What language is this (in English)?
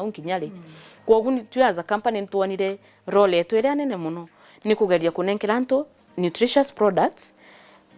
Meru